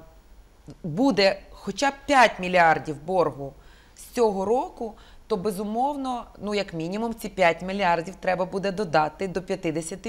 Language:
Ukrainian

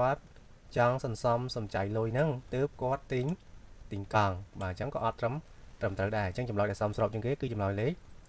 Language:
Khmer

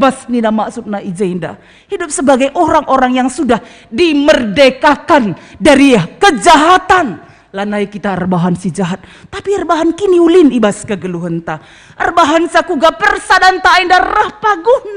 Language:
Batak Karo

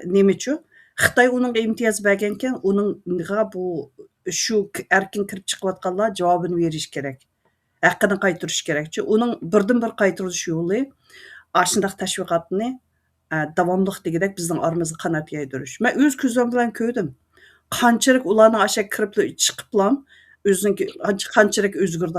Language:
Uyghur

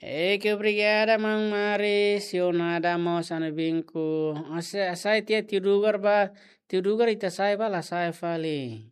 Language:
Tetum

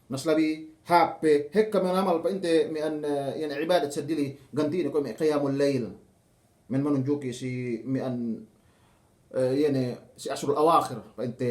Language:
Yakan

